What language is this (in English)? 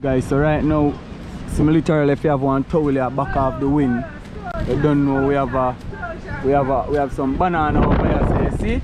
Jamaican Creole English